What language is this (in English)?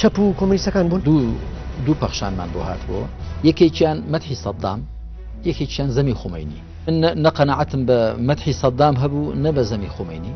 Central Kurdish